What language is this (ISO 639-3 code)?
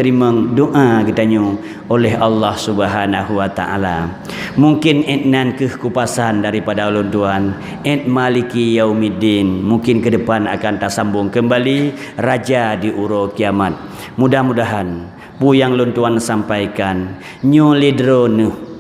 ace